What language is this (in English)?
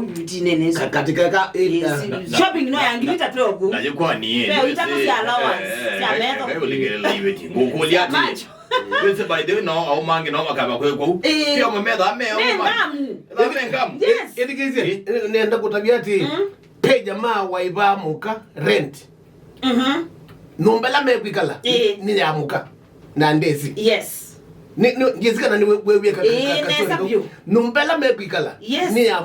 Kamba